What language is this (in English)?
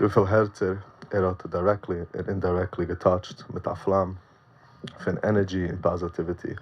Yiddish